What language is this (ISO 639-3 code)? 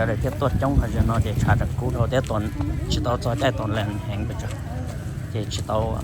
hmn